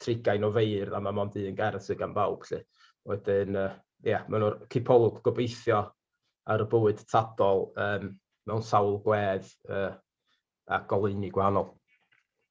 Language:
Welsh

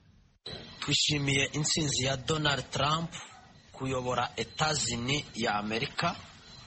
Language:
Kinyarwanda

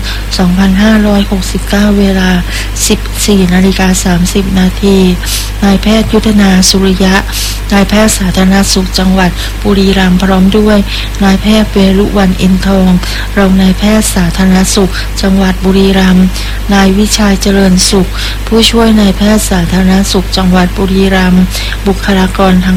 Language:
Thai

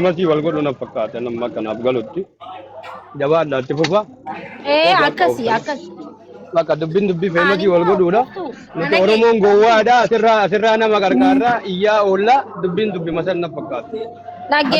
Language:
Oromo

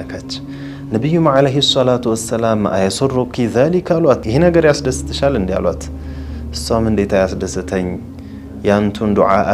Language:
Amharic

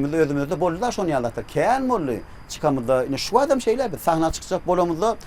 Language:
Turkmen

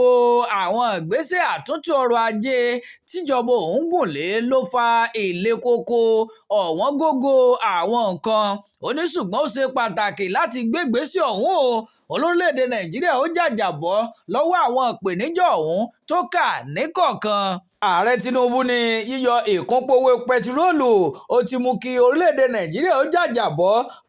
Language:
Yoruba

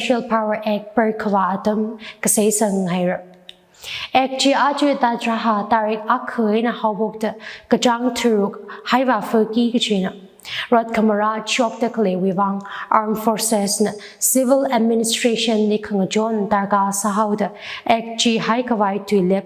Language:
Tangkhul Naga (India)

